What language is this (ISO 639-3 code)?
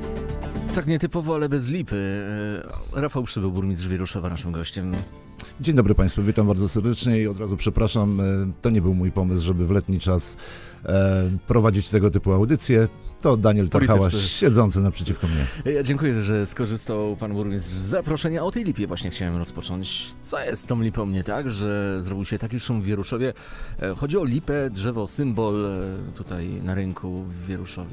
pol